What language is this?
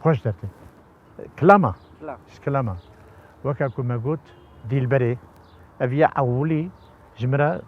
Kurdish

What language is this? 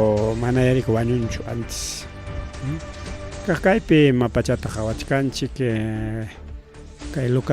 Ayacucho Quechua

